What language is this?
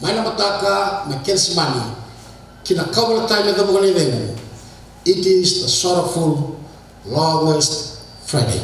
Fijian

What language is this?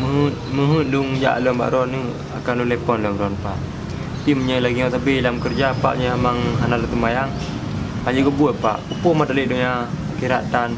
Achinese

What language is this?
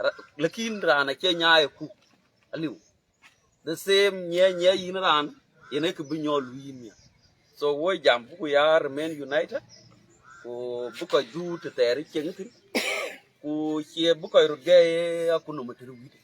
Dinka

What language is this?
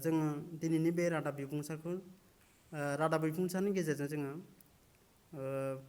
Bodo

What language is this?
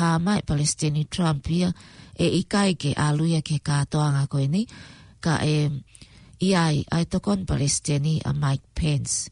Tongan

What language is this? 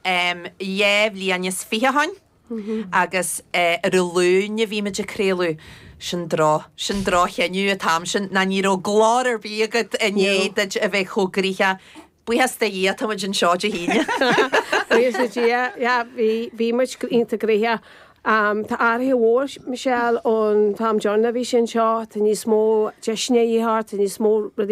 Irish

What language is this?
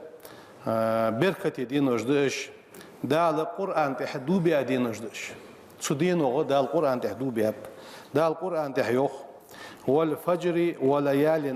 Ingush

